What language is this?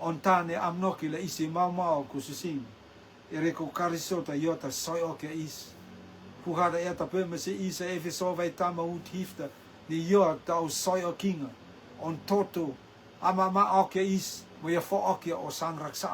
Rotuman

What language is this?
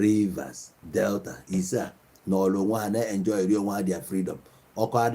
Igbo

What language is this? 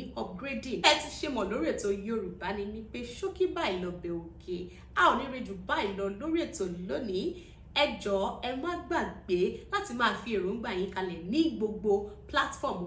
Yoruba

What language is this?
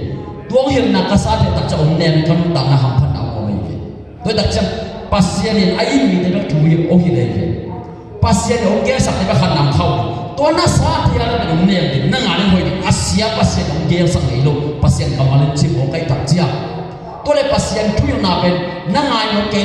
Tedim Chin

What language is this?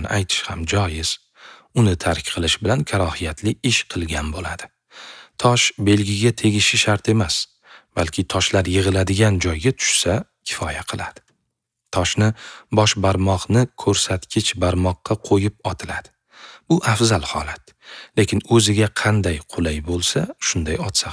Uzbek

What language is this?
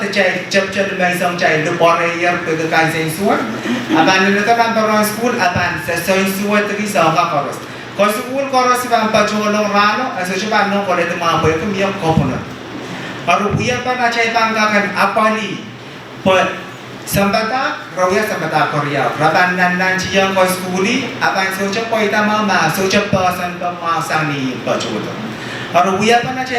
Pohnpeian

